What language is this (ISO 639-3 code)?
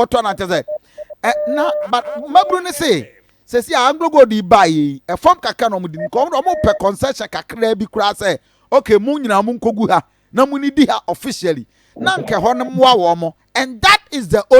aka